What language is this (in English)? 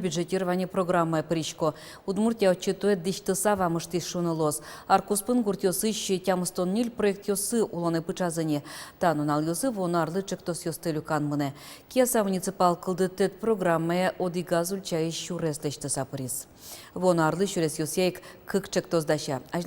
Udmurt